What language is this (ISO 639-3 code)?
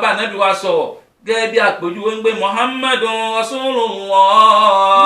yor